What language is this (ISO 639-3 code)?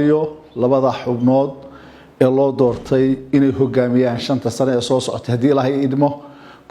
som